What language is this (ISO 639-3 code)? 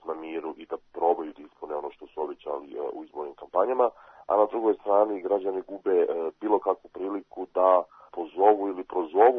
srp